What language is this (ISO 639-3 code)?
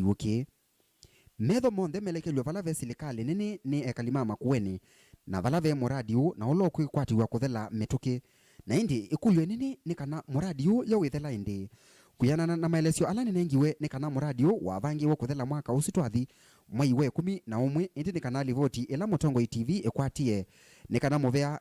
kam